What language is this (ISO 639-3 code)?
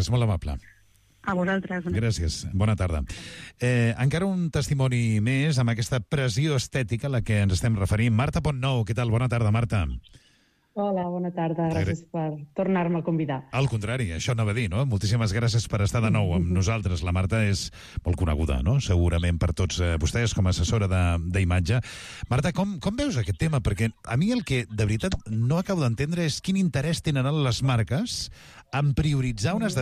cat